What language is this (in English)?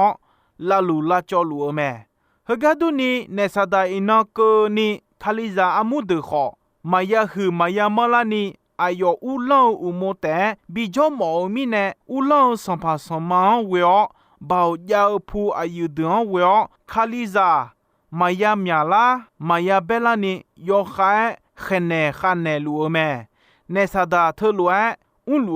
Akha